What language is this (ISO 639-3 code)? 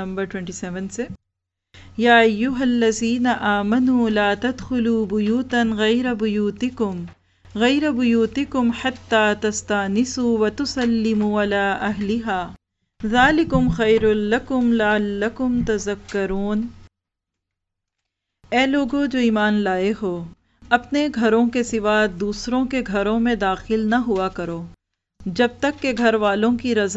urd